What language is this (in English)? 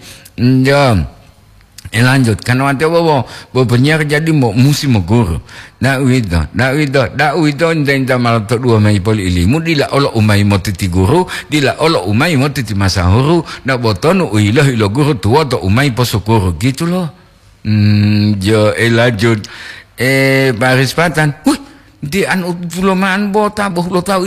Gorontalo